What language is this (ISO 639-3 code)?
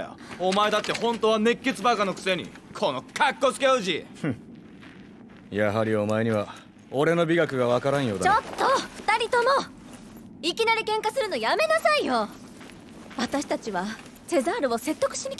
jpn